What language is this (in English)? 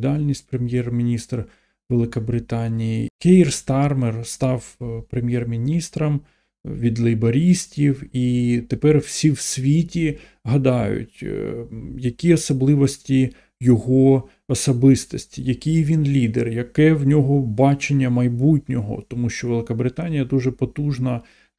Ukrainian